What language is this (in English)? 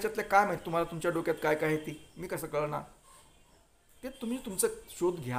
Marathi